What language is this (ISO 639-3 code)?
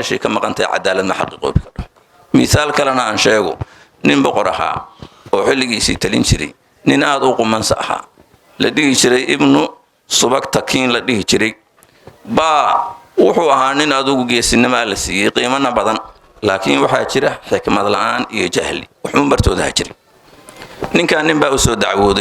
som